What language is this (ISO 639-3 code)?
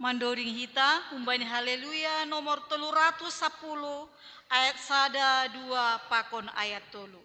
bts